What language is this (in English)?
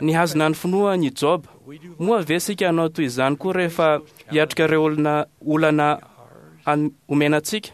Malagasy